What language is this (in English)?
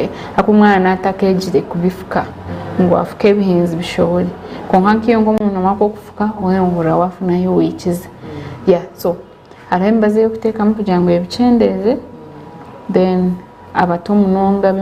Nyankole